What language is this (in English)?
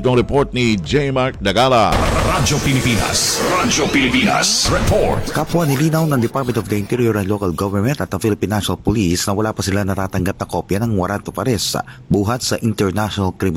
Filipino